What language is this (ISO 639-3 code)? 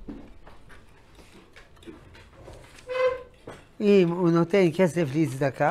heb